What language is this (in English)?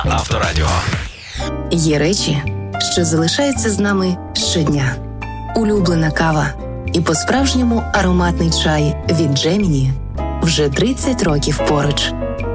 Ukrainian